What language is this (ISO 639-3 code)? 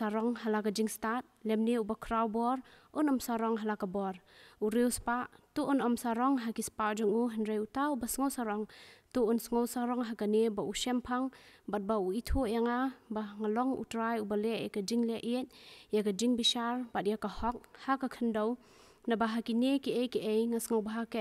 kha